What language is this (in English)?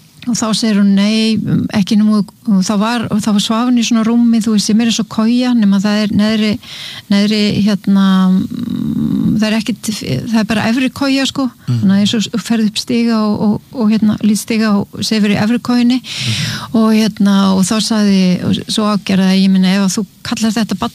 Icelandic